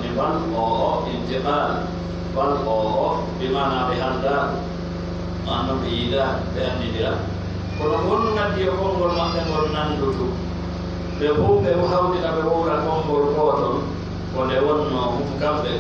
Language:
Pular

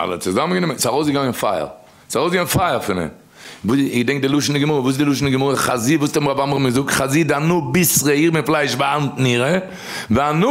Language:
Yiddish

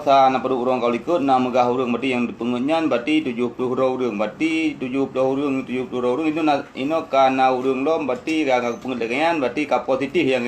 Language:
Achinese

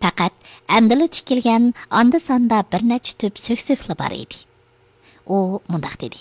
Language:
Uyghur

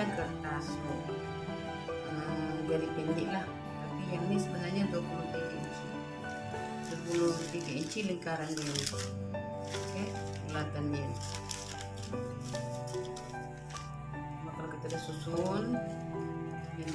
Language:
Malay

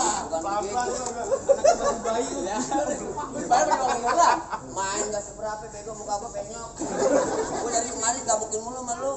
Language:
Betawi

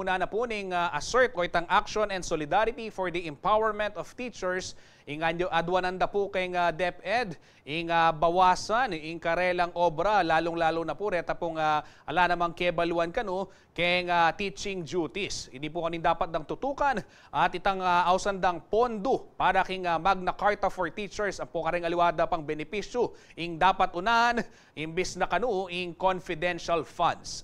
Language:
Pampanga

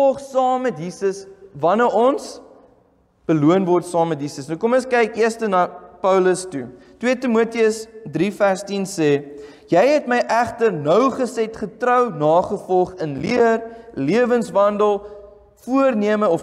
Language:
Afrikaans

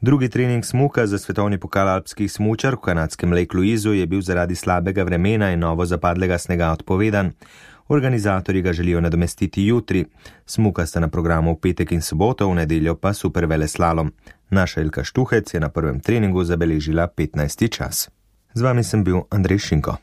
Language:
Slovenian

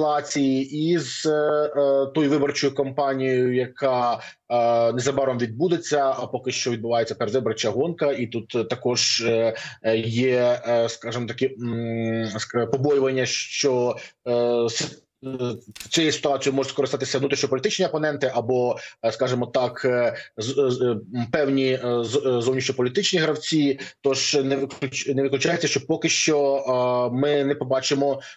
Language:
Ukrainian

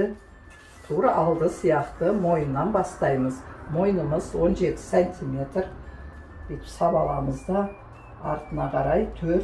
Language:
Kazakh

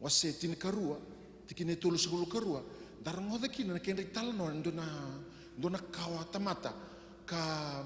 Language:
Fijian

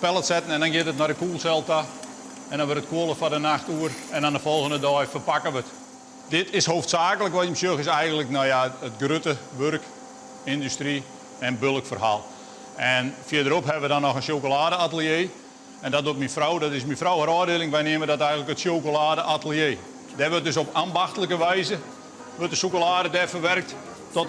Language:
Western Frisian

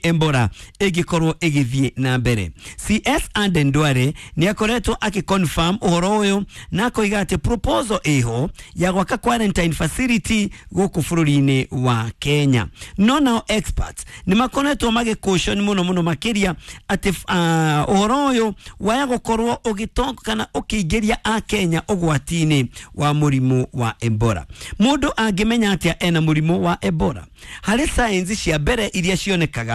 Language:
Kikuyu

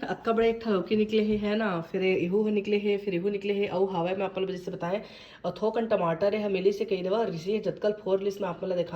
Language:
Chhattisgarhi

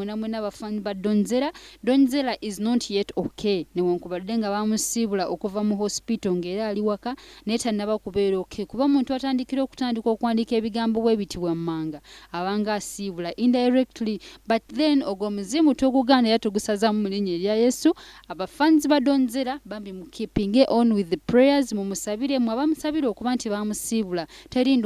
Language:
Ganda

